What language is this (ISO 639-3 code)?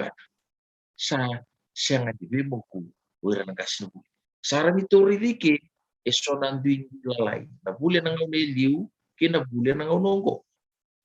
fij